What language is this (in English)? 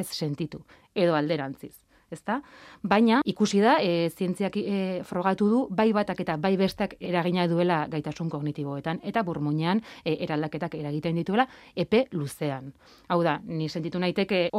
Basque